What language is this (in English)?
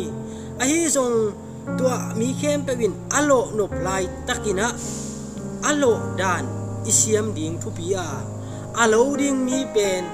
Tedim Chin